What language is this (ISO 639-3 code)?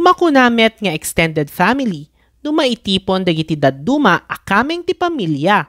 ilo